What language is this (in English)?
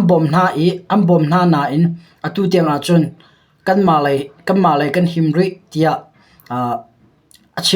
Hakha Chin